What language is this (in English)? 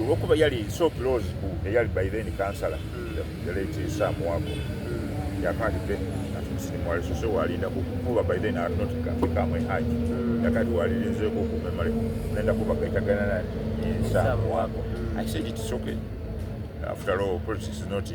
Soga